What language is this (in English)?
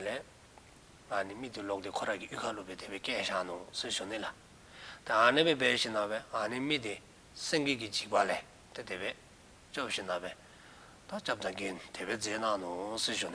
Dzongkha